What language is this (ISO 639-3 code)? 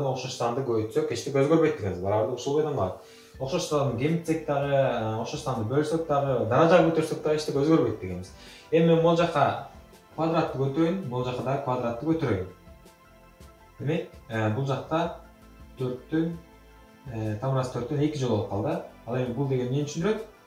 kir